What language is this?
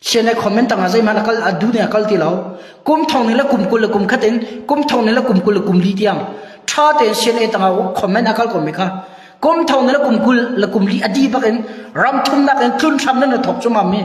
Hakha Chin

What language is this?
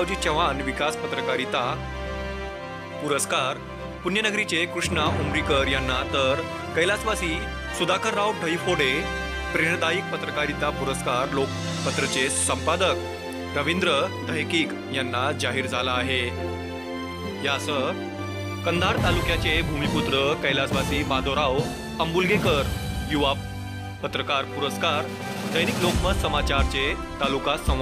Marathi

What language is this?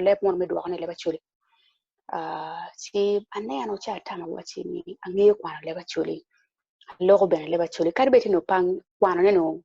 Acoli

